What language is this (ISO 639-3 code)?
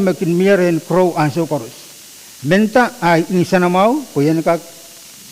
pon